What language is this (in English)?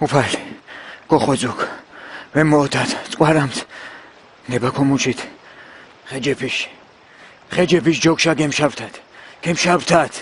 Mingrelian